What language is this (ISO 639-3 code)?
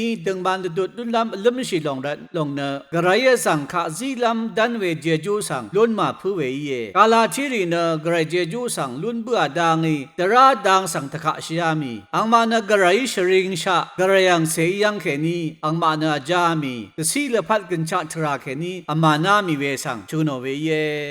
raw